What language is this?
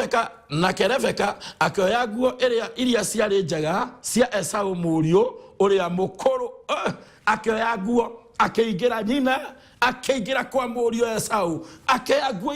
Kikuyu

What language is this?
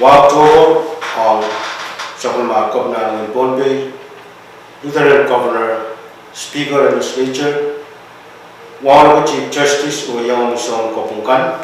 Pohnpeian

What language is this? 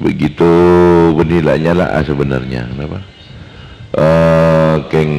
Madurese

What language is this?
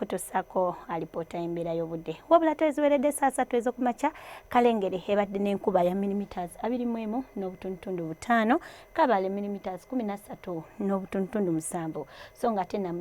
Ganda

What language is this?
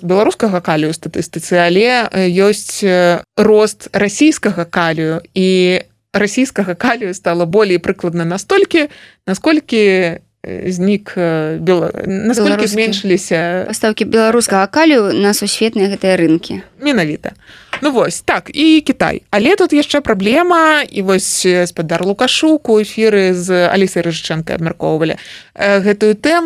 Belarusian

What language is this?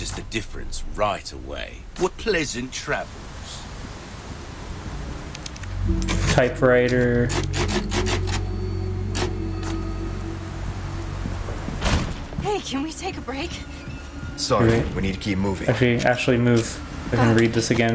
English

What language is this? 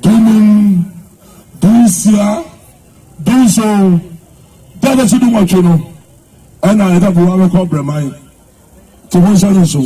Akan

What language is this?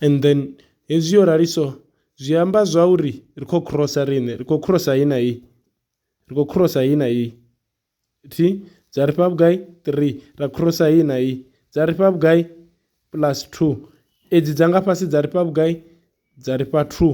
Venda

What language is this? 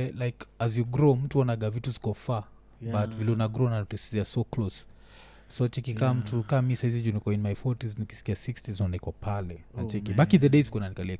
Swahili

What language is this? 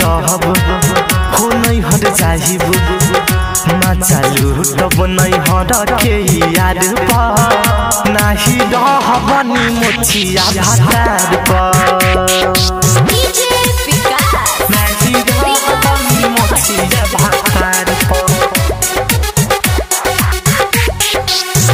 Bhojpuri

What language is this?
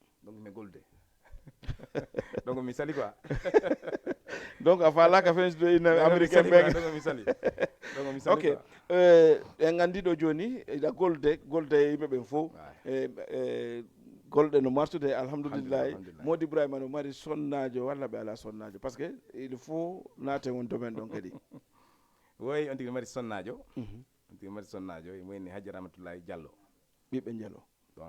Fula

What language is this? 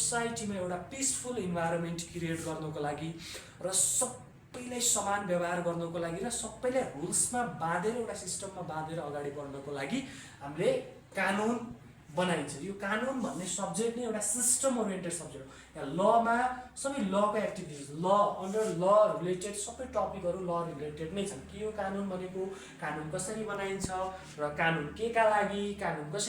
Nepali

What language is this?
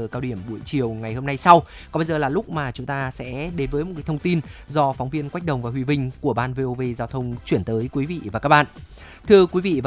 Vietnamese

